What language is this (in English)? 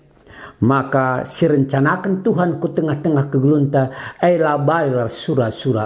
Batak Karo